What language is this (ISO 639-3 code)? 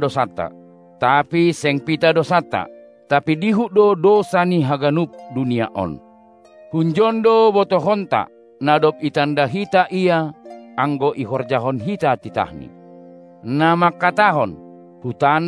bts